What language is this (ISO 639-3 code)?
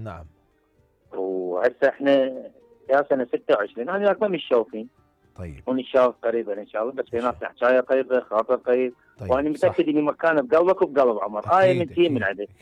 acm